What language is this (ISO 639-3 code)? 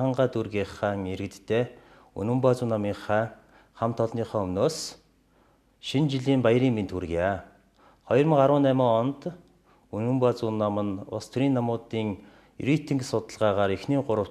mon